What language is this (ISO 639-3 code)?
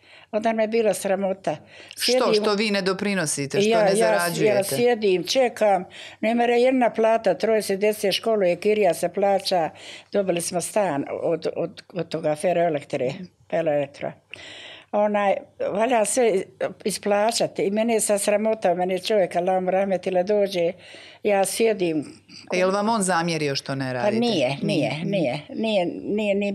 bos